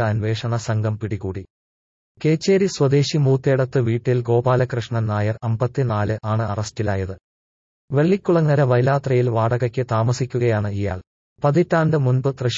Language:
Malayalam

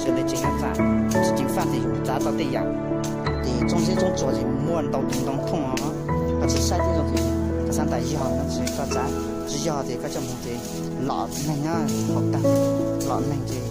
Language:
Hmong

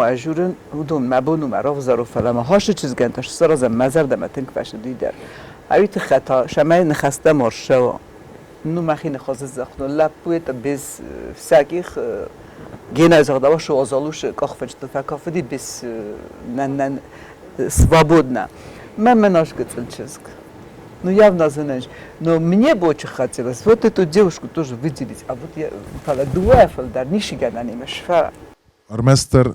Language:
Ossetic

